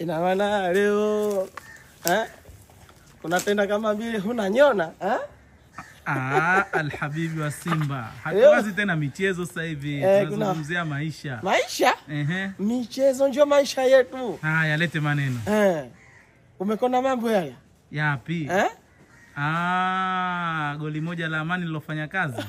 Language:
Swahili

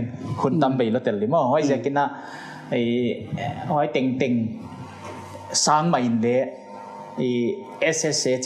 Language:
Paite Chin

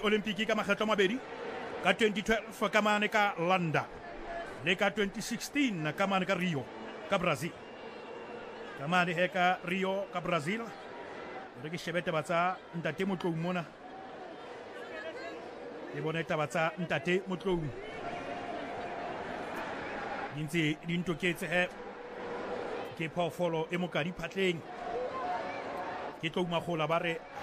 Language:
Southern Sotho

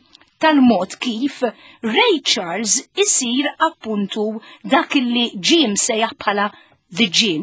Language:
Maltese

